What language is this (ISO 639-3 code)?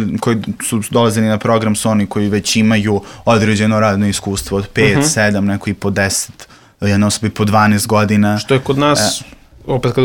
srp